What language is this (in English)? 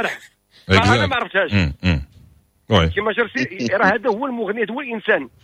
Moroccan Arabic